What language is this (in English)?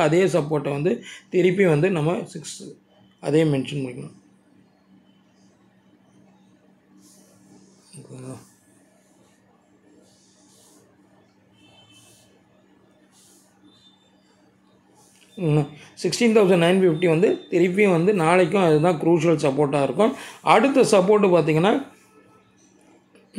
Tamil